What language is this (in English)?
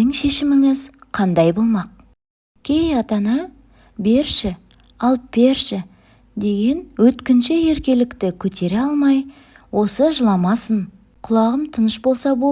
Kazakh